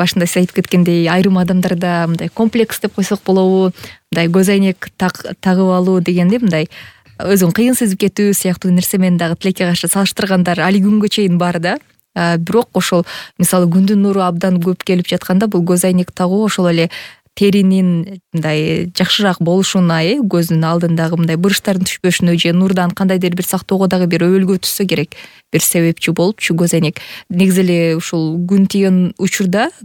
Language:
Kyrgyz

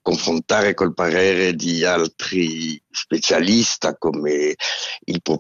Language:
Italian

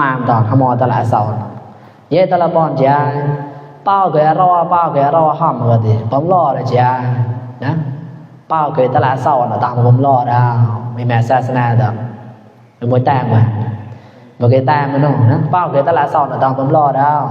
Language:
Mon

